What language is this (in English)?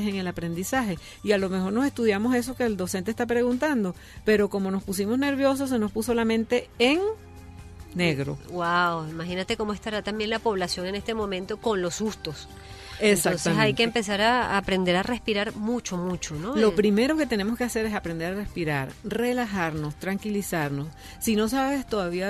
Spanish